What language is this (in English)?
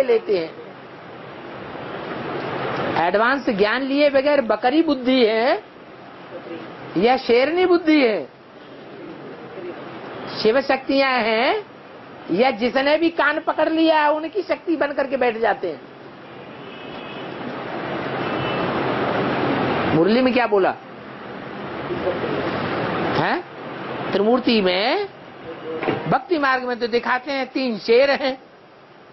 Hindi